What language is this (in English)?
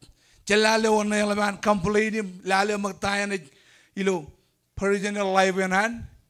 Marshallese